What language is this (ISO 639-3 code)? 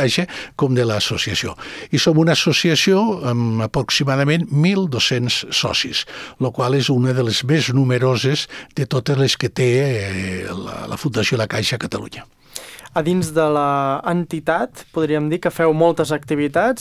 cat